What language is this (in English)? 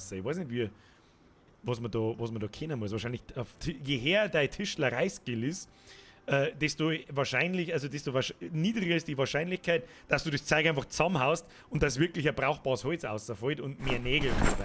Bavarian